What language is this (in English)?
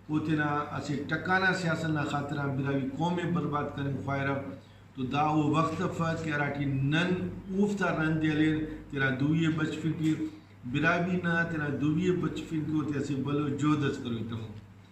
Brahui